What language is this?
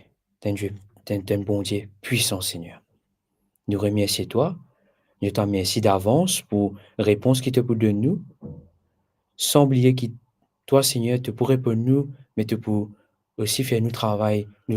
Morisyen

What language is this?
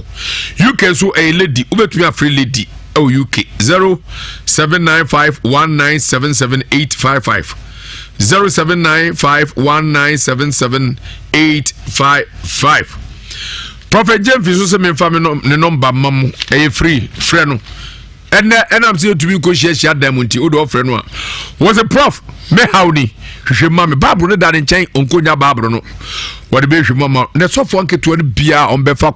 Akan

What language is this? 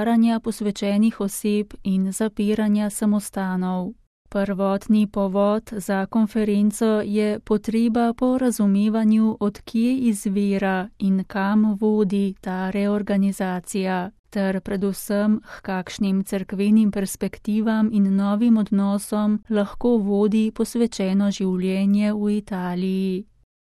Slovenian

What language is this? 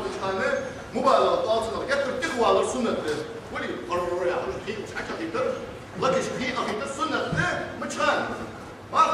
Ingush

